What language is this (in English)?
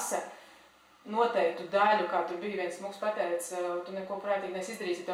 Latvian